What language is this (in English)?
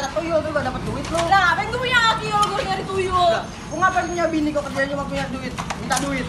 Betawi